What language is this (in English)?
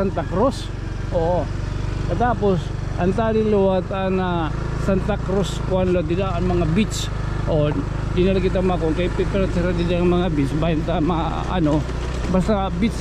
Waray